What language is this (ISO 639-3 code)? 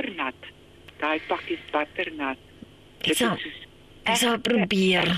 afr